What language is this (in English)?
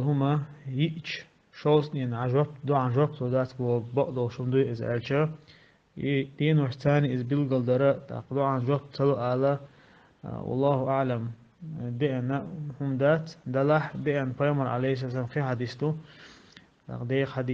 Chechen